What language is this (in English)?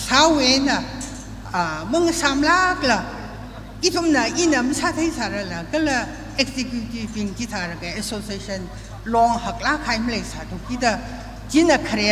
Tangkhul Naga (India)